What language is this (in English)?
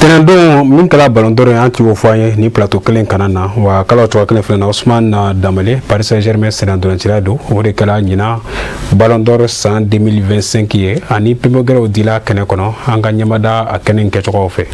Bambara